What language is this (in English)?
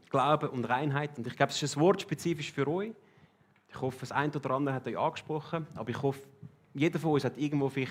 Swiss German